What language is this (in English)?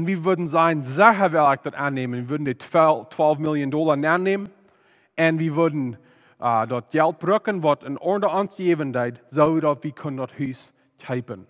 Plautdietsch